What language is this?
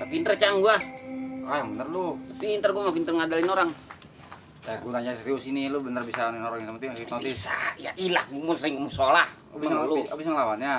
Betawi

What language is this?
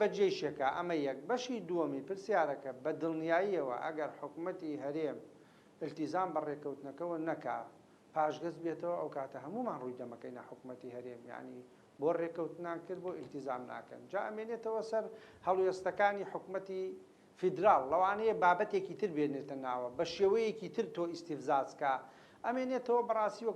Central Kurdish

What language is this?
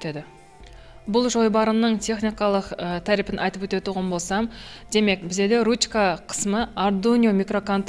Kara-Kalpak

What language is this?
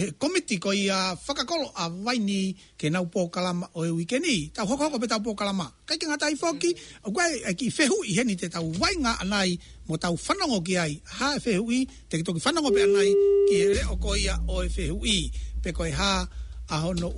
Tongan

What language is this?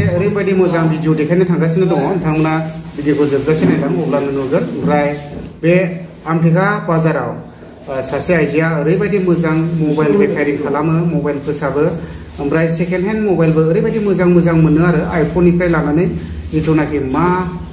Bodo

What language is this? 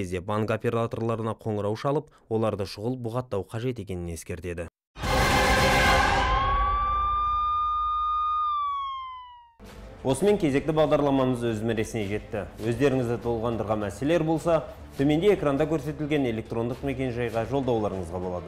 Kazakh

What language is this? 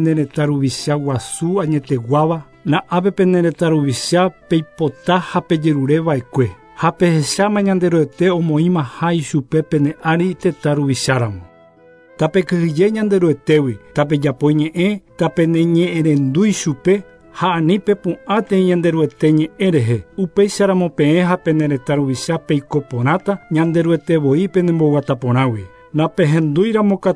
Guarani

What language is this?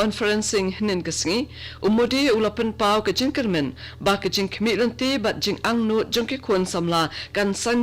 Khasi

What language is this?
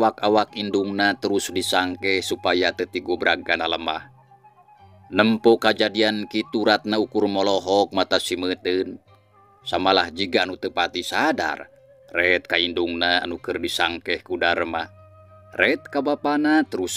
Sundanese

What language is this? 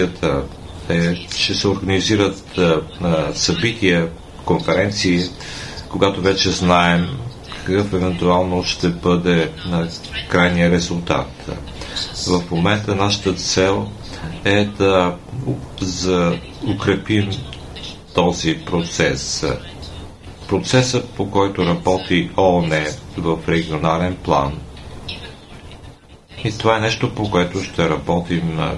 Bulgarian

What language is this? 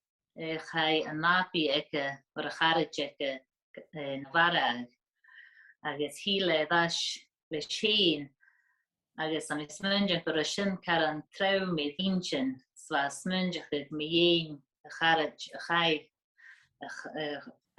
Scottish Gaelic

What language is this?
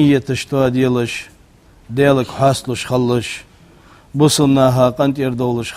Ingush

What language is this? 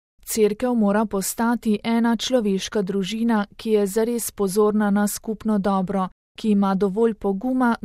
Slovenian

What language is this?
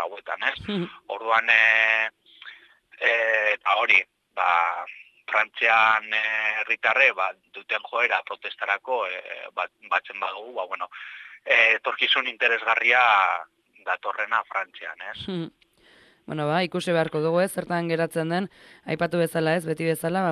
Basque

